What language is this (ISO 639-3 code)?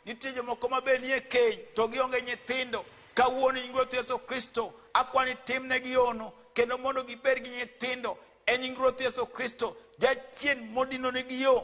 luo